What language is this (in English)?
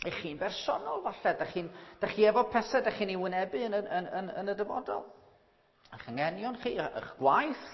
Welsh